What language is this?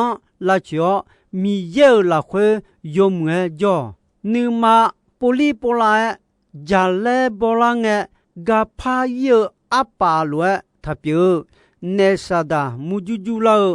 Akha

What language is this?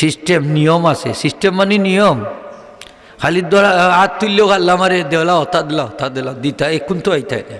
Sylheti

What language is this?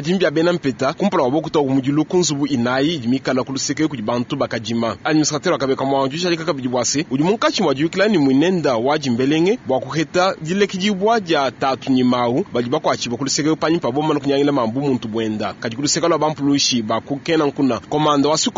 Luba-Lulua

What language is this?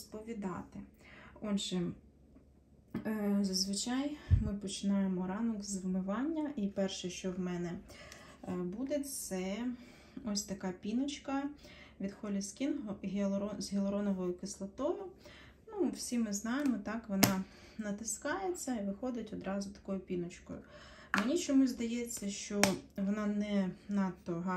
Ukrainian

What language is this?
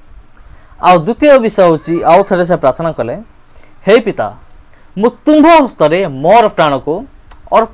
Odia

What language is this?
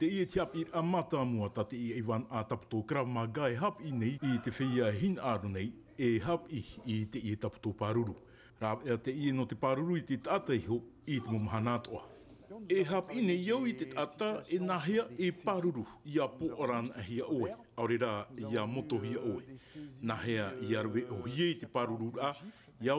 Tahitian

